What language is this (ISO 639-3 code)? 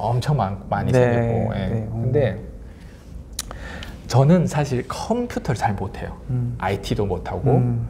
kor